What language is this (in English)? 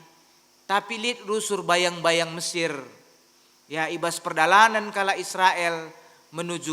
Batak Karo